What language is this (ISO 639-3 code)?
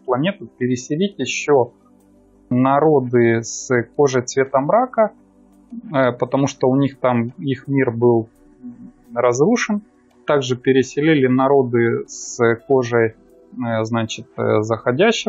rus